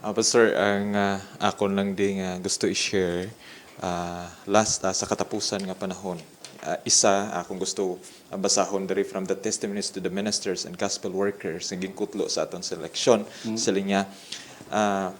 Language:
Hiligaynon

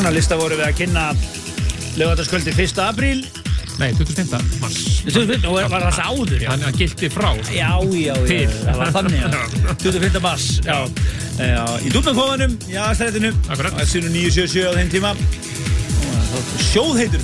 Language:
Icelandic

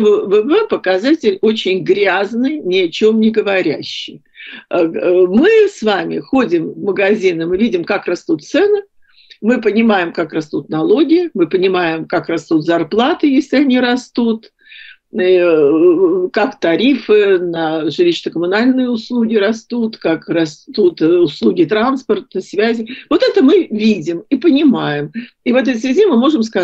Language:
Russian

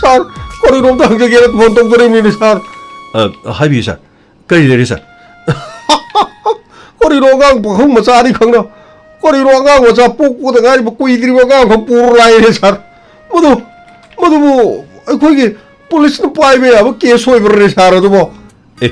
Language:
Manipuri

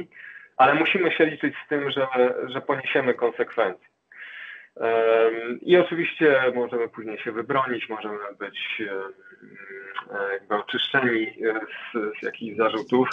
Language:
Polish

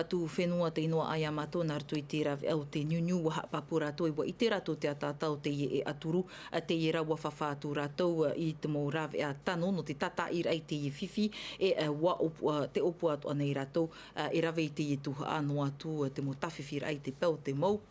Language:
Tahitian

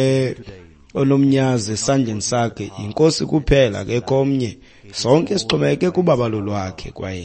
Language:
Xhosa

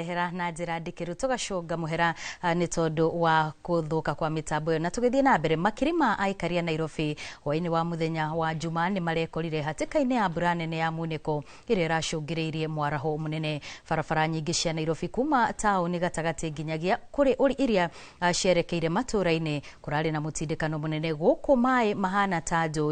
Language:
Kikuyu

